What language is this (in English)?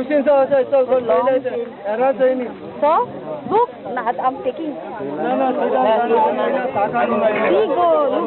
Konkani